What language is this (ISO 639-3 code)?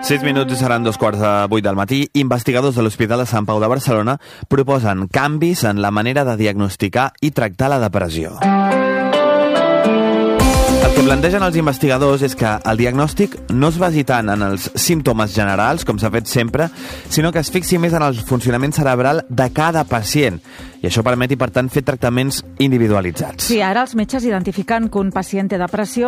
cat